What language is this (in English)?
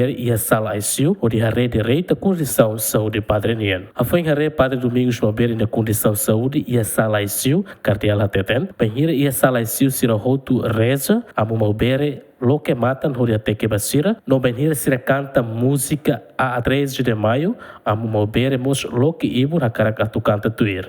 Tetum